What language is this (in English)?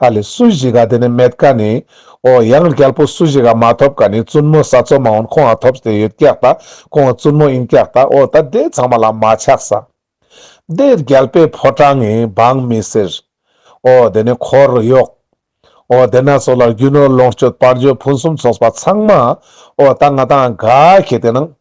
Ladakhi